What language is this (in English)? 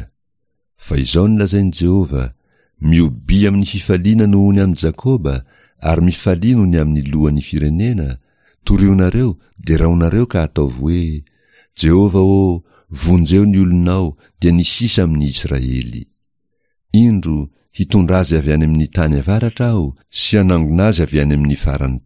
Malagasy